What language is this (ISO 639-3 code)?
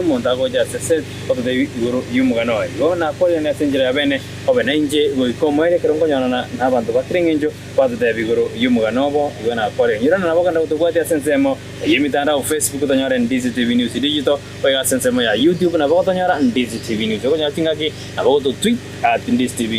guz